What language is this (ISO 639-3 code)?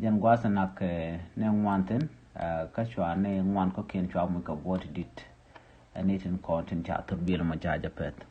nus